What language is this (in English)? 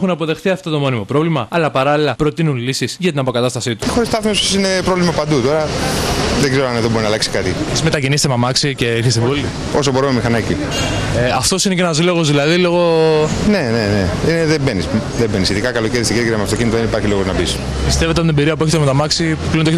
Greek